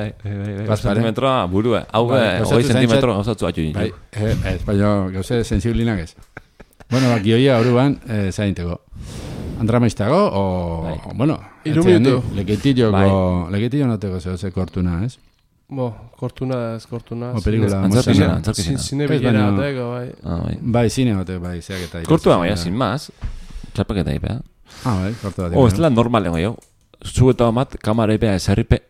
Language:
Basque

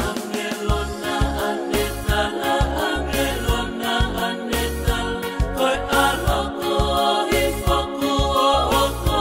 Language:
Tongan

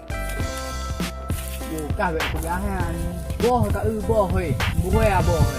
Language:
Achinese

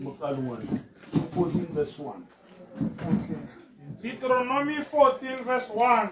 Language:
Tswana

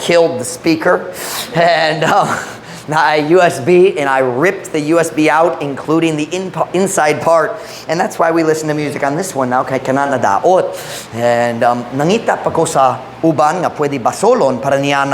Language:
Cebuano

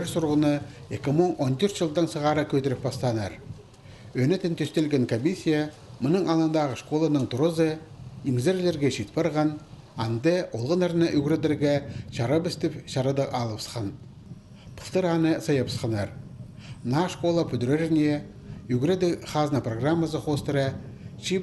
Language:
Khakas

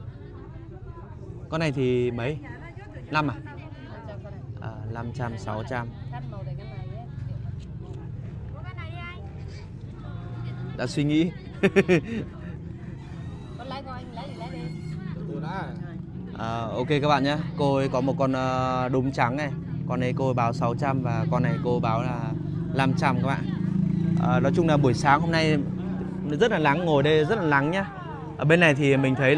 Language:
Vietnamese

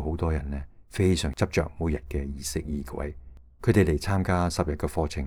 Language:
Cantonese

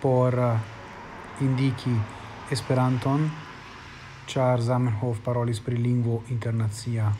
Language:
Esperanto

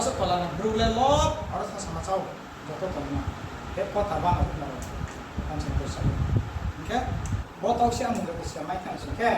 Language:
Riang (India)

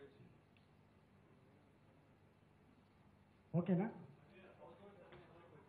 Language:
Telugu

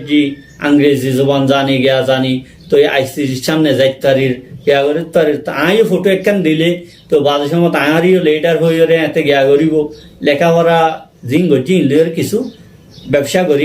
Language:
Rohingya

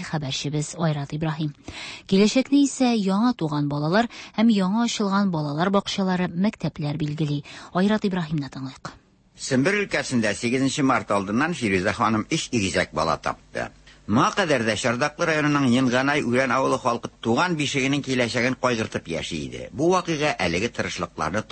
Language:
Tatar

